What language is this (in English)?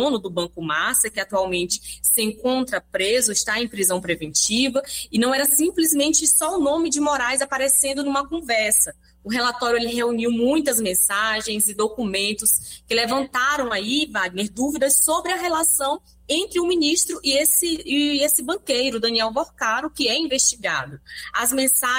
Portuguese